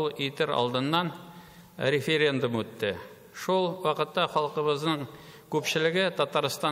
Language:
Tatar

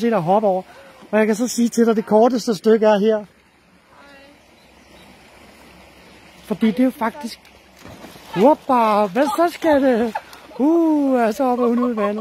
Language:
Danish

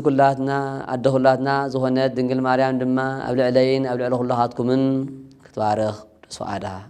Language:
Tigrinya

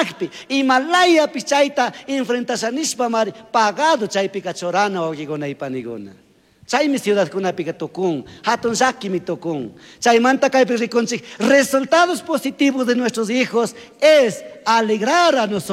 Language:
Chimborazo Highland Quichua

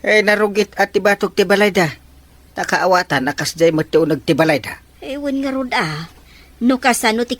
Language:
Iloko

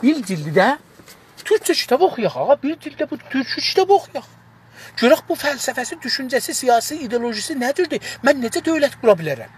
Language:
South Azerbaijani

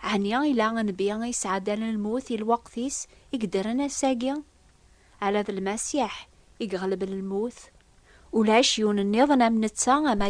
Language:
Kabyle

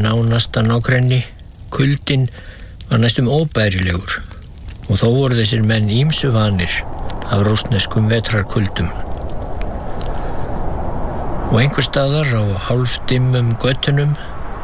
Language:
Icelandic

